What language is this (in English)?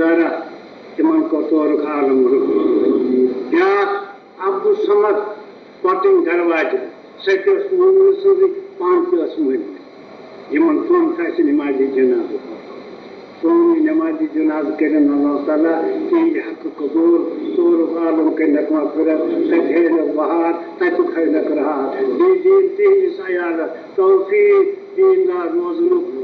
Kashmiri